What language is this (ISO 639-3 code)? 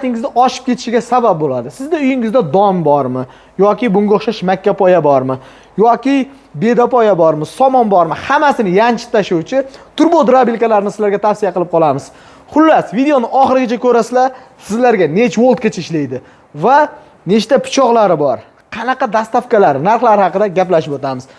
uzb